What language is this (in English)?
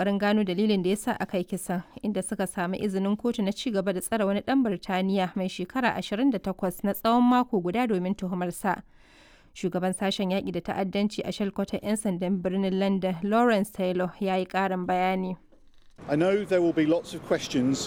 Hausa